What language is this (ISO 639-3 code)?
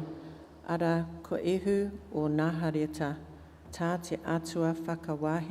mri